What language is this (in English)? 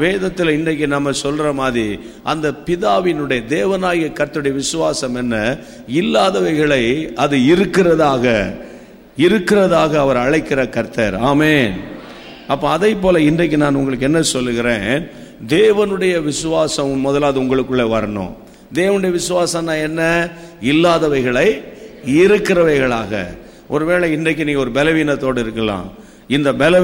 Tamil